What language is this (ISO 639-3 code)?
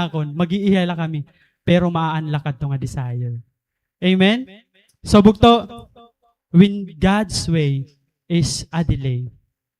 war